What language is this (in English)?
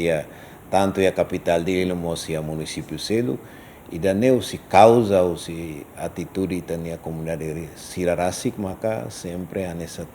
Tetum